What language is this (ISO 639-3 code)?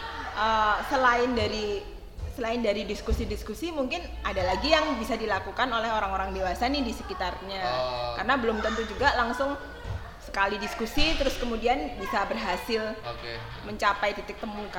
ind